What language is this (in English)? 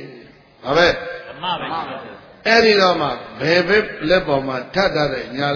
Burmese